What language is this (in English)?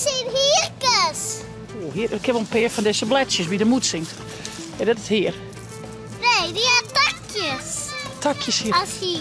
Western Frisian